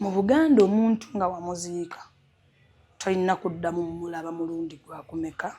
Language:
Ganda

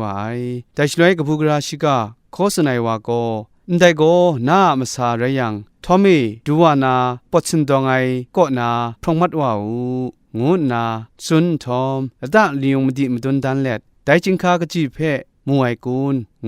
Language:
Kachin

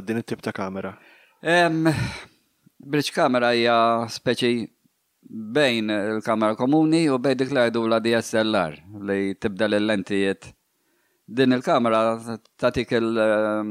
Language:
Maltese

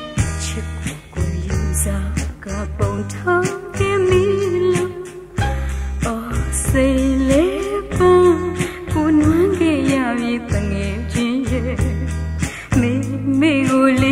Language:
Burmese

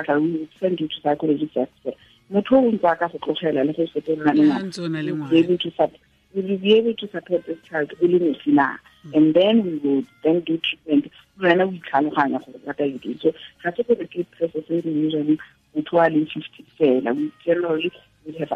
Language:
Tswana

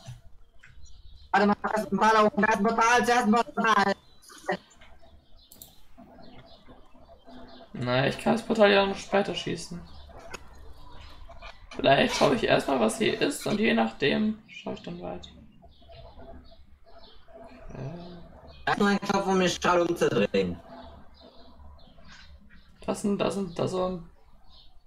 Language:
German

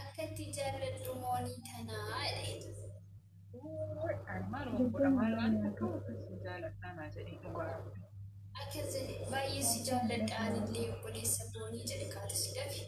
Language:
Oromo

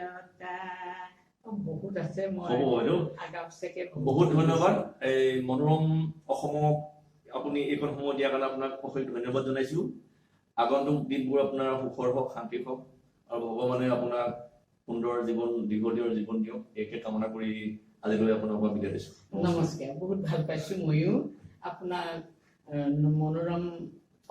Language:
Assamese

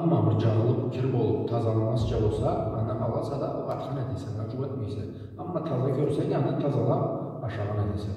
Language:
Karachay-Balkar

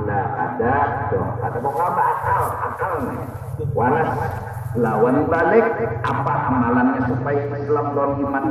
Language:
Banjar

